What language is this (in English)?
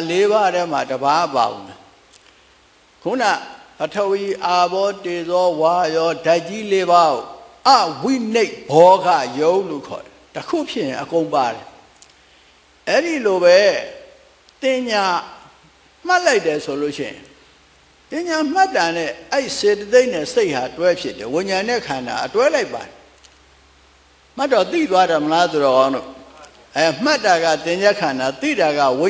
Burmese